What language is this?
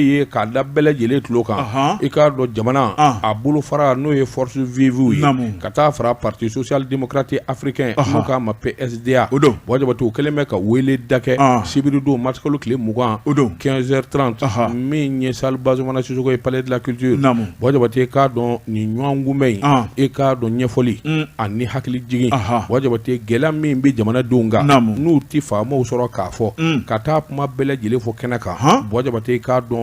Bambara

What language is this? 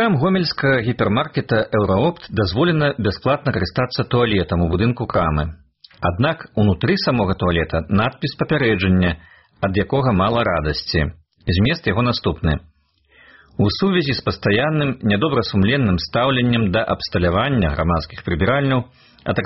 Belarusian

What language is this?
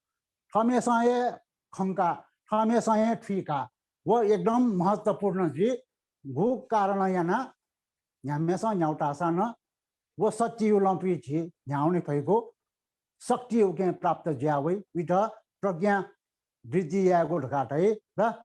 Newari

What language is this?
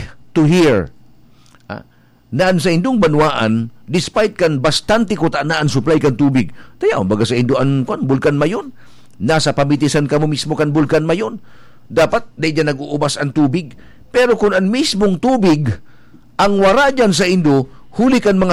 Bikol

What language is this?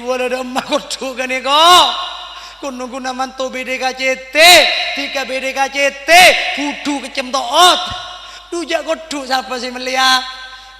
Madurese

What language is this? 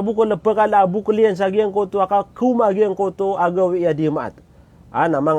Maranao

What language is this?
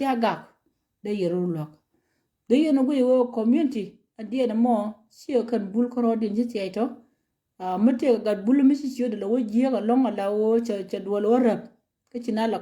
Nuer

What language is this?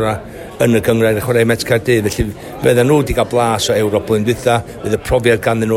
Welsh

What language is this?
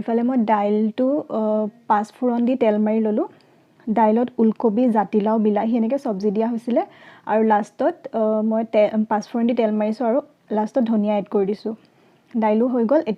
Assamese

